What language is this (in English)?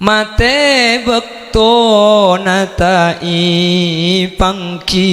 Madurese